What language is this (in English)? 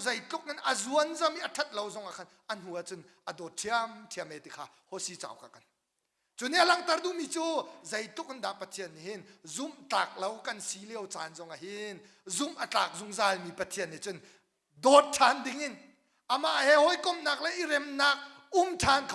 Hakha Chin